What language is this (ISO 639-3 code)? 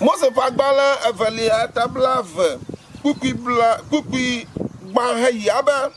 ewe